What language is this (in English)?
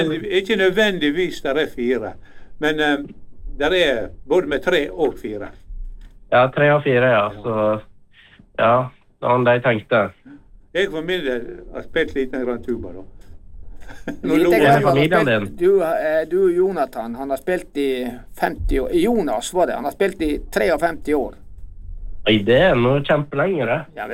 Norwegian